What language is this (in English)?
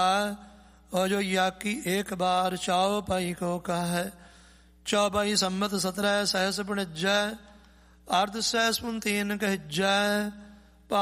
Punjabi